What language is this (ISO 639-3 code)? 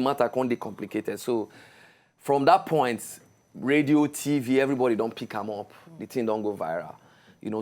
pcm